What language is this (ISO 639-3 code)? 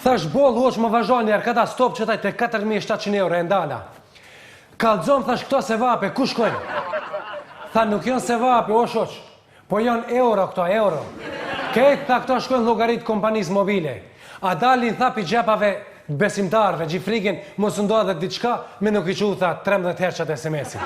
sqi